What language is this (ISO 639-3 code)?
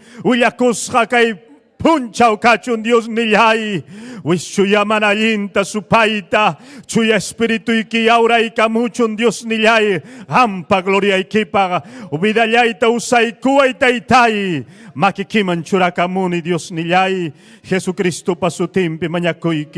quy